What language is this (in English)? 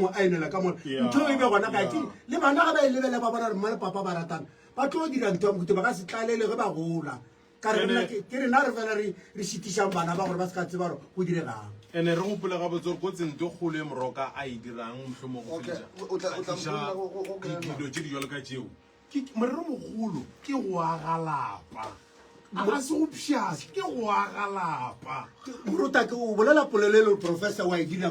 Northern Sotho